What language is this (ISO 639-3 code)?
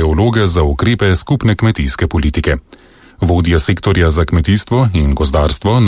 slv